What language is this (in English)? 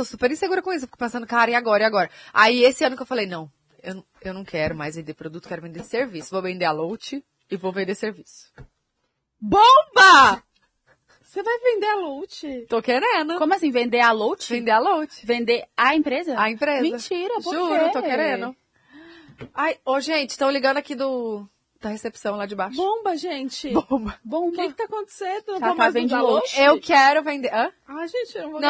Portuguese